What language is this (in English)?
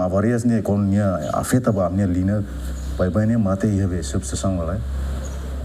Tetum